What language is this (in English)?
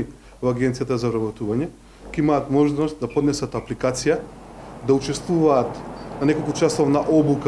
Macedonian